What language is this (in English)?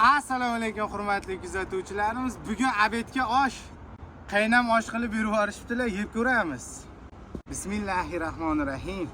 Uzbek